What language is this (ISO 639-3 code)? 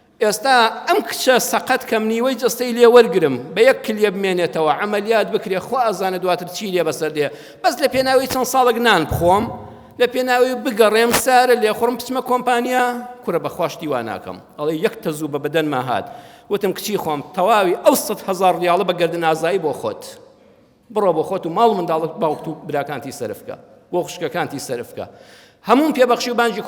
ckb